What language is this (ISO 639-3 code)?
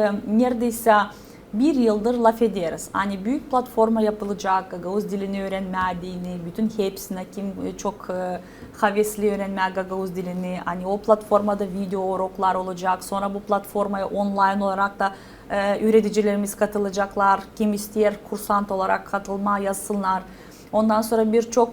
gag